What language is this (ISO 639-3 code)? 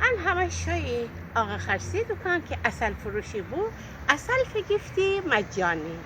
glk